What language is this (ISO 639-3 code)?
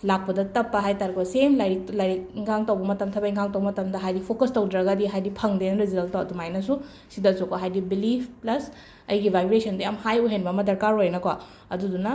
mni